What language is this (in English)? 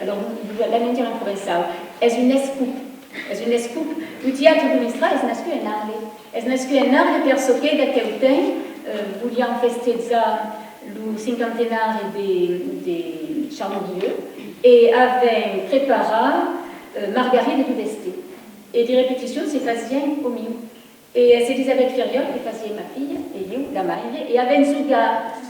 Occitan